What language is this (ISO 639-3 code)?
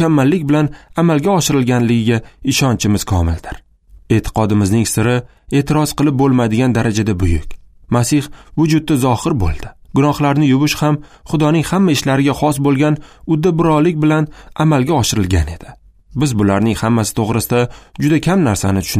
uzb